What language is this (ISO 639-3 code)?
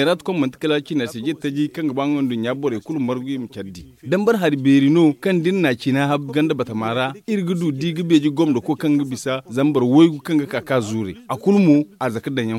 dje